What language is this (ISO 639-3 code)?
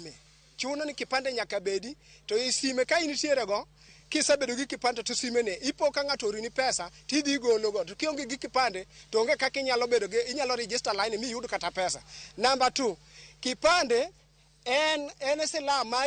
luo